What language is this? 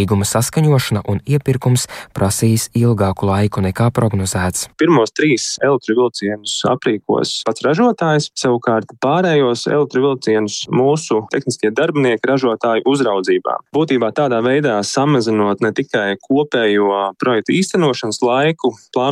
Latvian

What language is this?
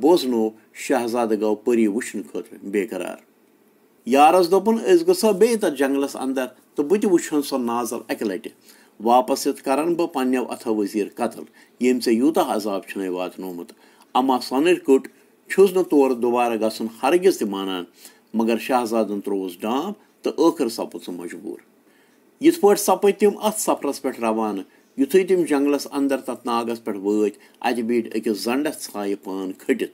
Kashmiri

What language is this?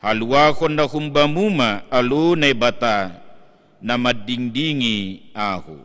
Batak Simalungun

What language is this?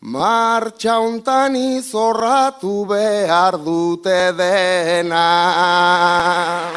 Basque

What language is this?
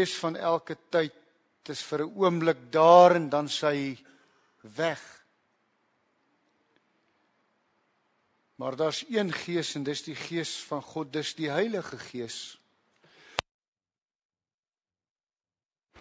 Afrikaans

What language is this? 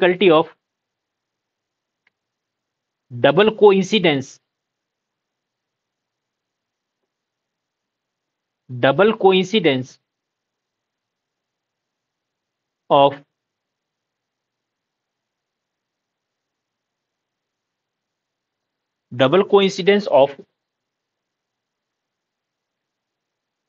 Hindi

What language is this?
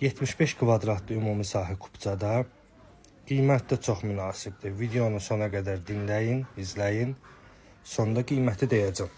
Azerbaijani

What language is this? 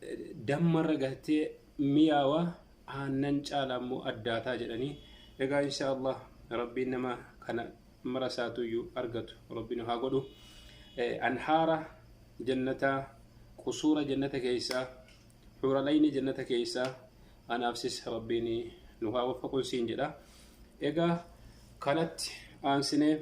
Oromo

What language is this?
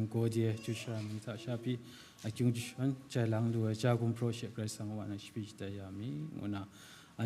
Kachin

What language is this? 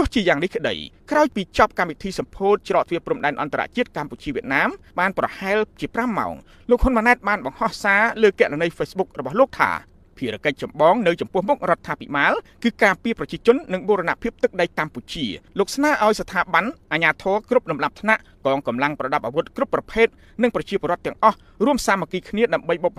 Khmer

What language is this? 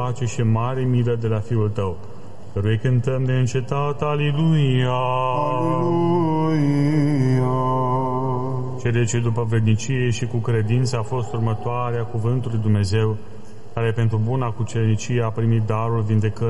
Romanian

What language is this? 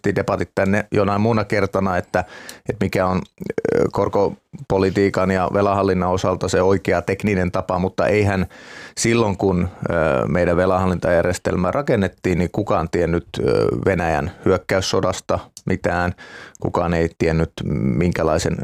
Finnish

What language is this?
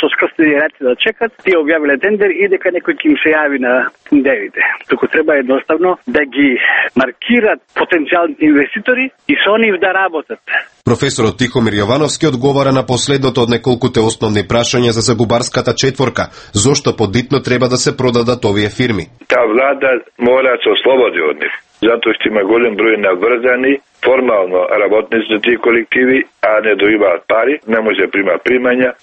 Macedonian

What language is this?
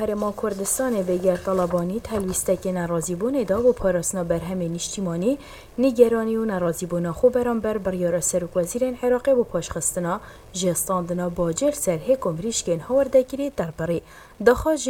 Kurdish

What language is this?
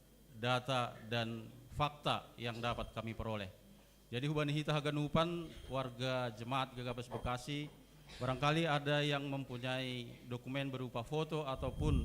Batak Simalungun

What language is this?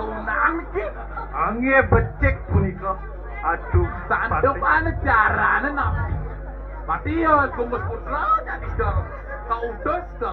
Balinese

